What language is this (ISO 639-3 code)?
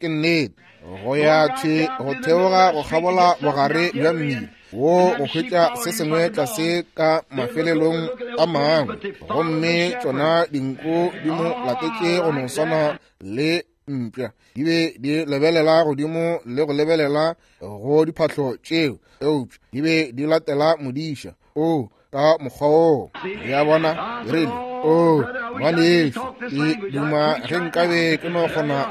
nso